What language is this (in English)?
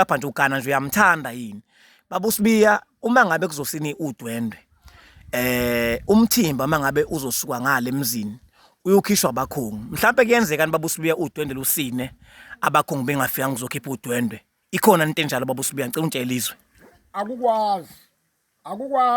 Zulu